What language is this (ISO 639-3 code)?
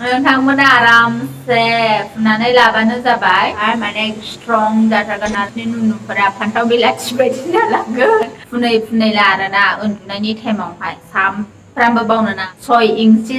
brx